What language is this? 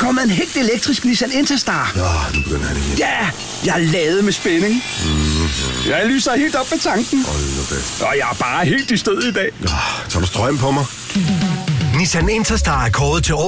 Danish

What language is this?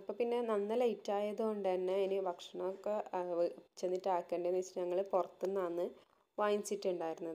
Malayalam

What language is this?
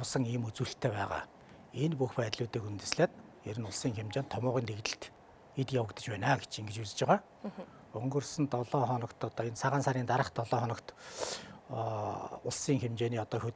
Mongolian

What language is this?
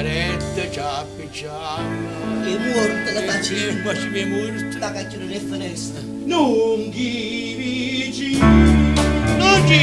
Neapolitan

